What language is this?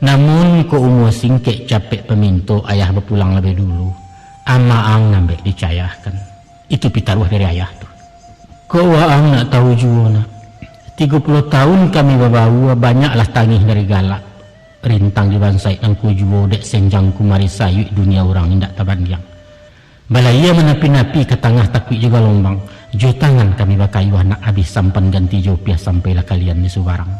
Minangkabau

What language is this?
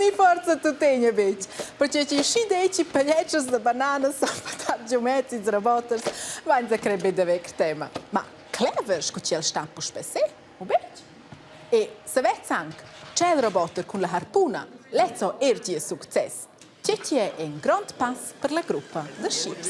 Romansh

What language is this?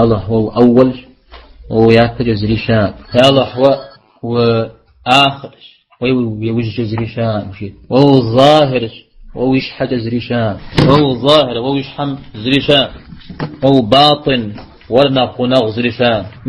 Kabardian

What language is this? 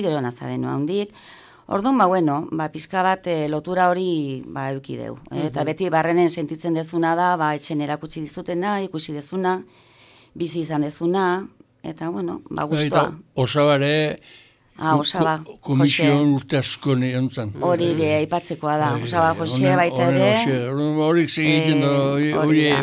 Basque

